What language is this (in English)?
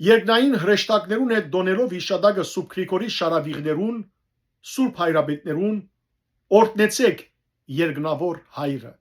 Western Armenian